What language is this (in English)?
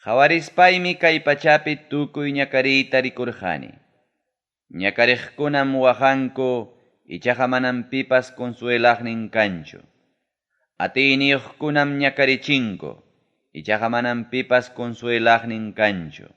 Ayacucho Quechua